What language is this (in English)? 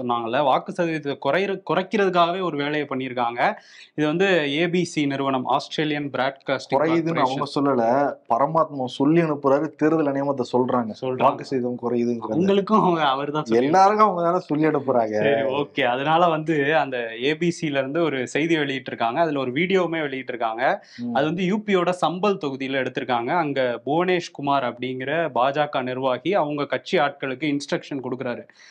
Tamil